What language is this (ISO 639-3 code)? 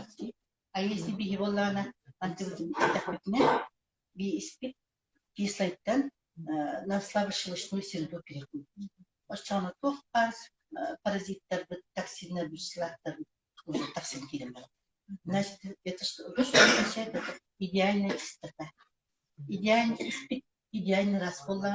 sah